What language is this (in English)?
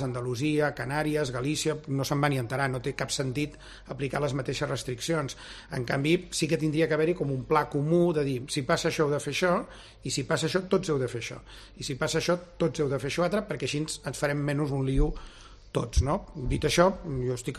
Catalan